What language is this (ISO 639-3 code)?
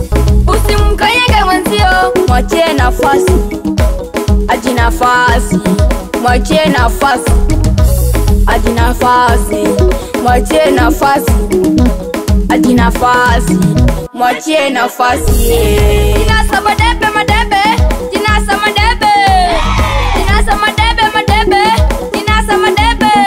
swa